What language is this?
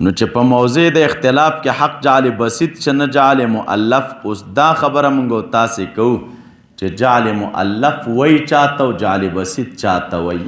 Pashto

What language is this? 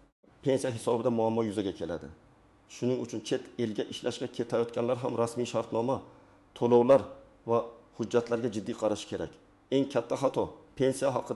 Uzbek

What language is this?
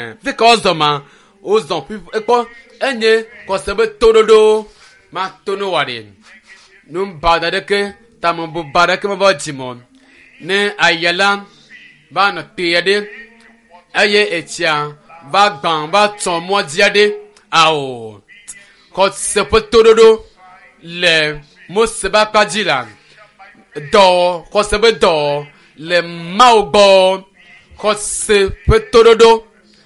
Ewe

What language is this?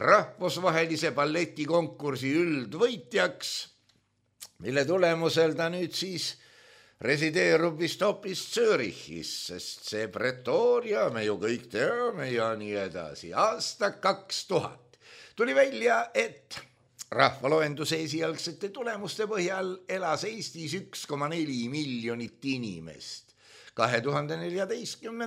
Estonian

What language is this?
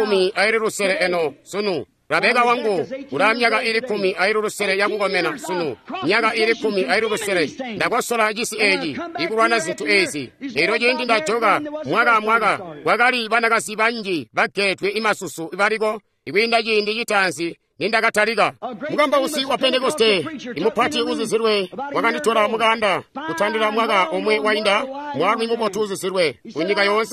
Tonga (Zambia)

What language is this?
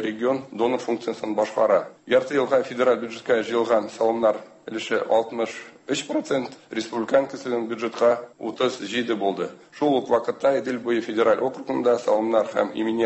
Tatar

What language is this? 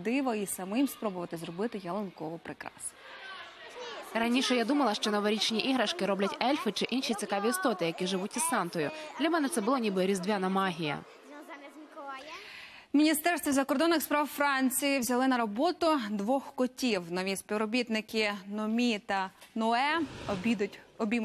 Ukrainian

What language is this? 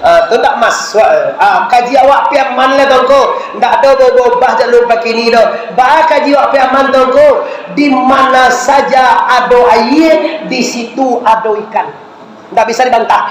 Minangkabau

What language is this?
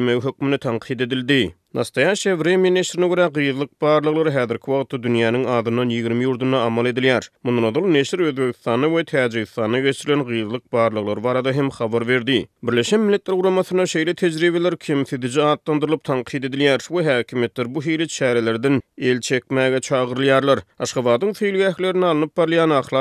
Turkmen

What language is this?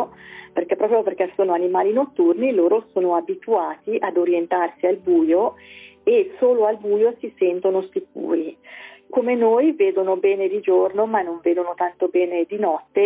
Italian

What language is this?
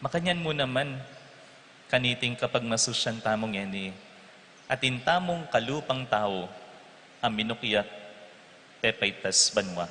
Pampanga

